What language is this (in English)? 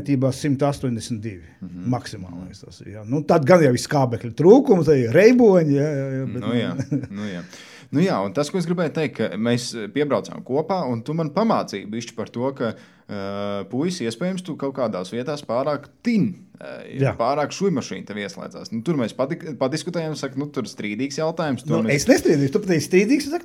Latvian